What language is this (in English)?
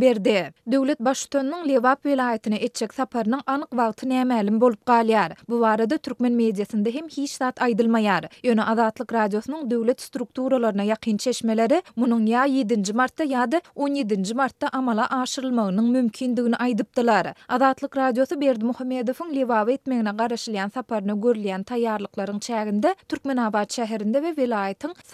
Turkmen